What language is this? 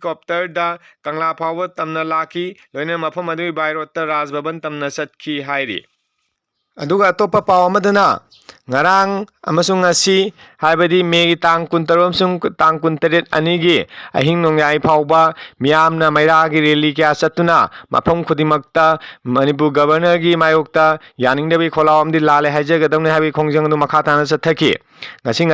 Manipuri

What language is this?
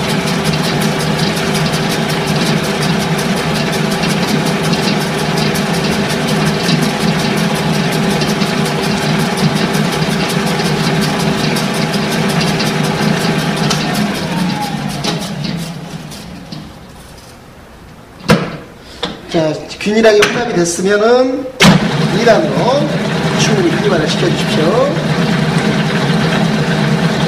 Korean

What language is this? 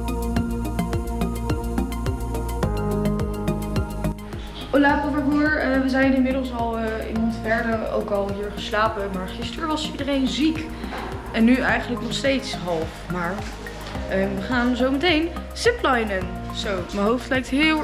Dutch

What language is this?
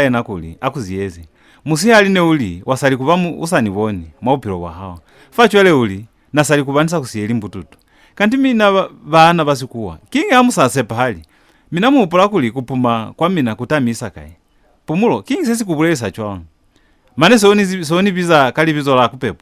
Lozi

